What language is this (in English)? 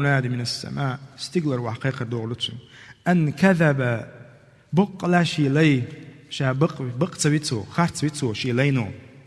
Chechen